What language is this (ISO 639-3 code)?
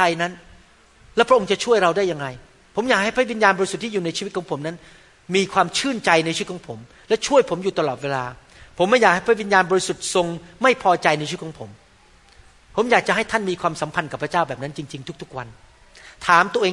tha